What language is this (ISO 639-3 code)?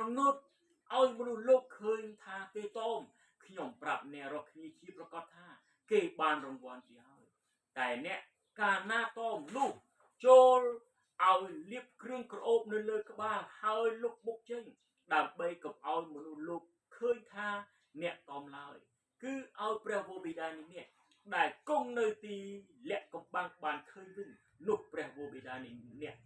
khm